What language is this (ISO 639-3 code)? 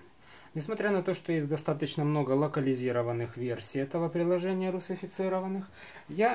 rus